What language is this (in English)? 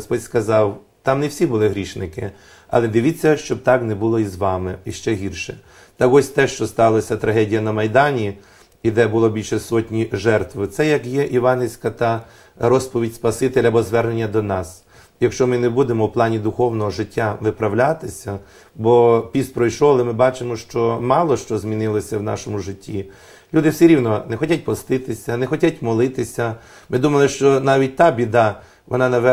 Ukrainian